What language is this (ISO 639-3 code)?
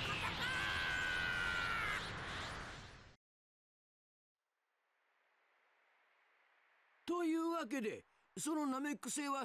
jpn